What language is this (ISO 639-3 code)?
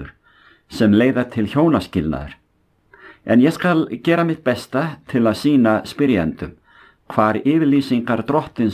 isl